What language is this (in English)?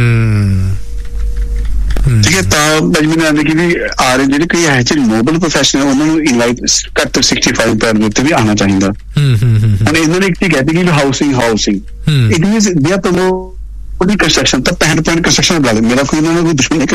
Punjabi